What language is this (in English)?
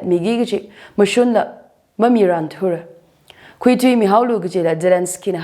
Tangkhul Naga (India)